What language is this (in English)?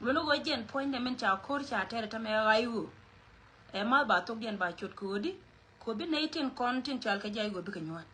Nuer